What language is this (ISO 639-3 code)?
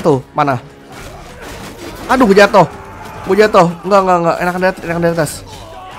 ind